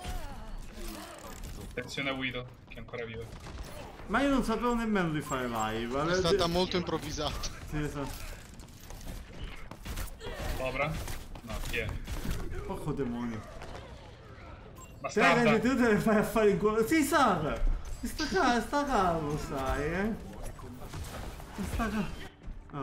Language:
Italian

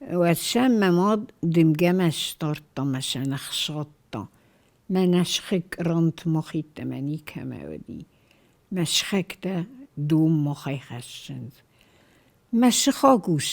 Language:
Ossetic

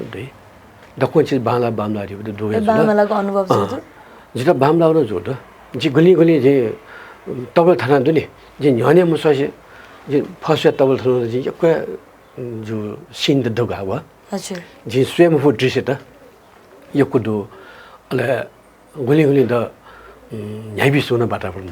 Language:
Newari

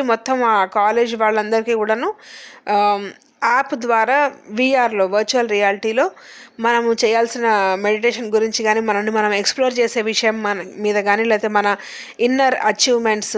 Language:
Telugu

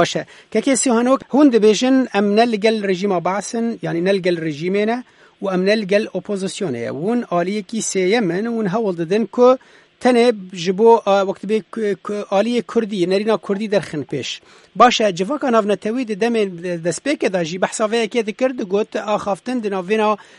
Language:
Kurdish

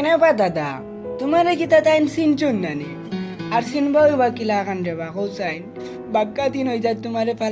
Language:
Sylheti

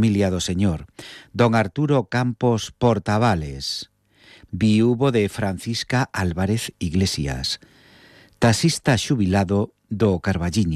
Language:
Galician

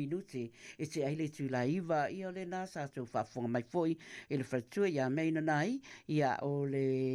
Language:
Samoan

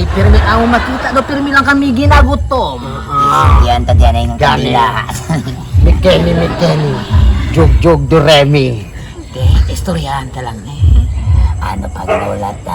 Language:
Hiligaynon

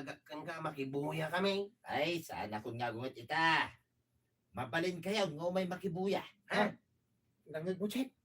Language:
Iloko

